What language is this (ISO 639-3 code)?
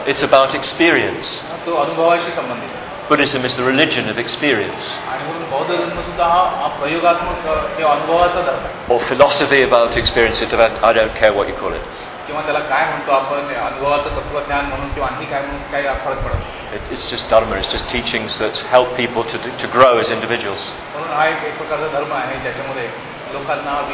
mar